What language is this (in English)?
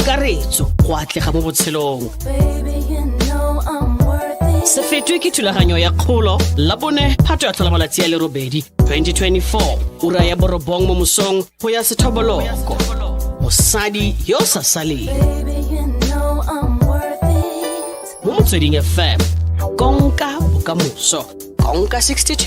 Tswana